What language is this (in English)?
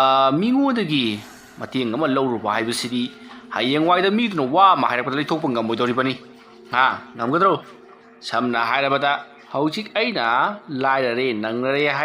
Manipuri